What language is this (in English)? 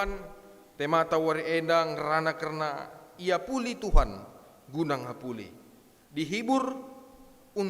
Batak Karo